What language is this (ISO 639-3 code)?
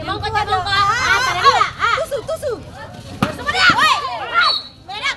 abs